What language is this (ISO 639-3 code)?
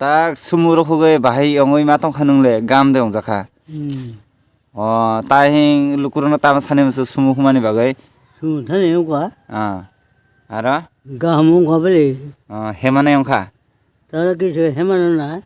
trp